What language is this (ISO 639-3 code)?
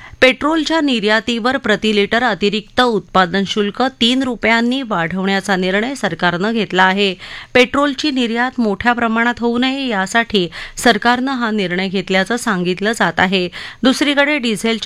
mar